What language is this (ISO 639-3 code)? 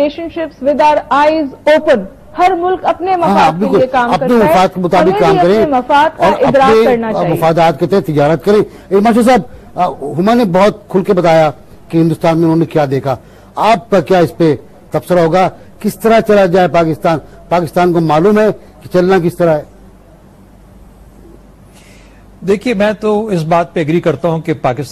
urd